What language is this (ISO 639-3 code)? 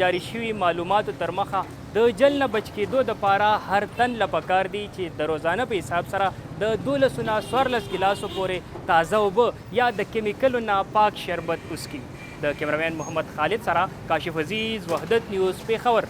pus